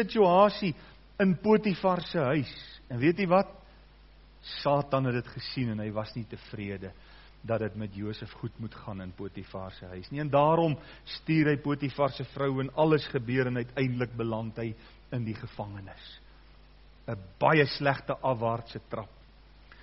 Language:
Afrikaans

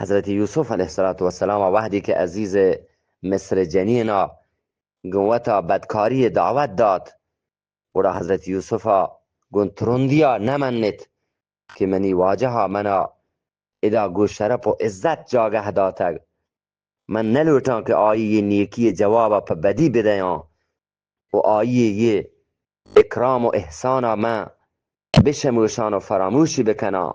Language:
Eastern Balochi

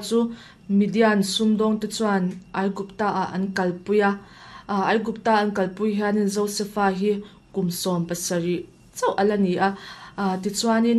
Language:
Mizo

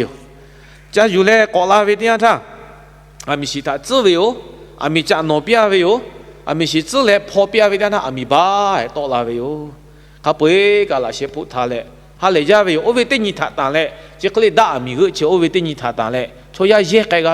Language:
Lahu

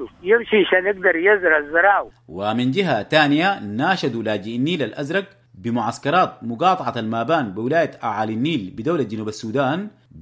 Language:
Sudanese Arabic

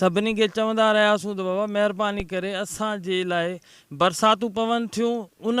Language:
Sindhi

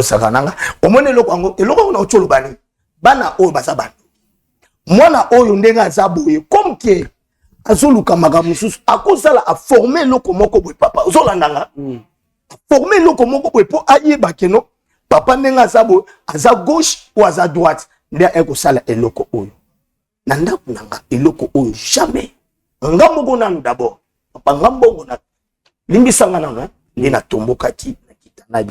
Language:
Lingala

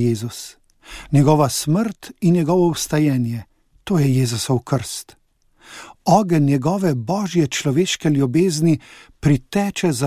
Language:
Slovenian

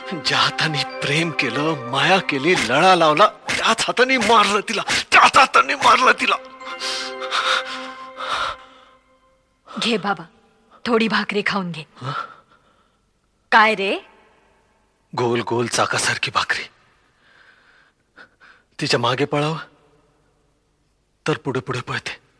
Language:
Marathi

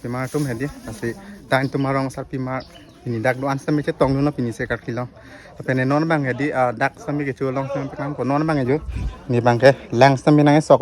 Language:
Karbi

